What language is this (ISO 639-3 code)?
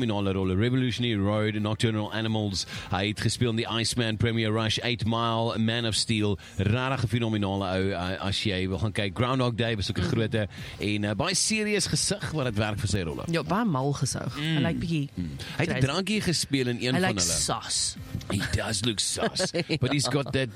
afr